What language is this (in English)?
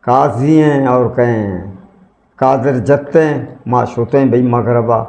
Eastern Balochi